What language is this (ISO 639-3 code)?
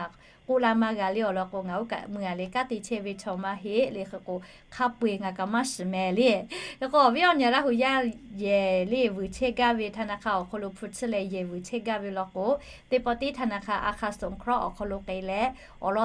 lhu